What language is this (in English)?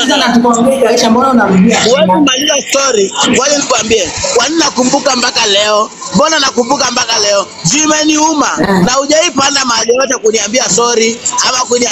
Swahili